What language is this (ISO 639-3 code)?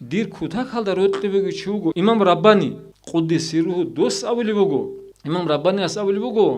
ava